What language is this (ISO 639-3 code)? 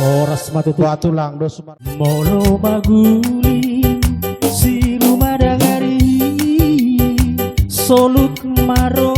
bbc